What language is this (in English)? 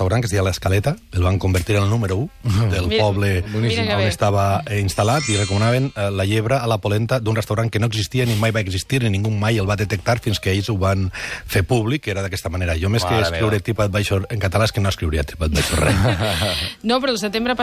Catalan